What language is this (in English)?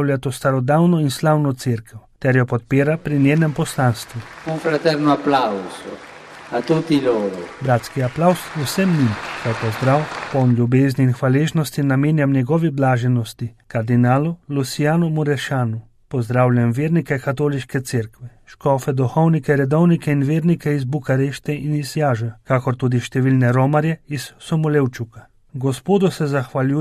Slovenian